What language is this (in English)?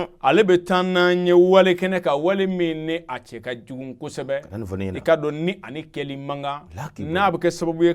Bambara